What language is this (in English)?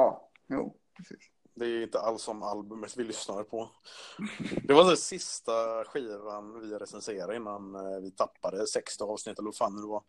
Swedish